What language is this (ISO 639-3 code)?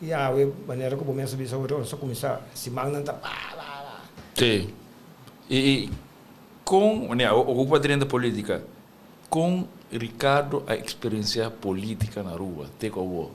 pap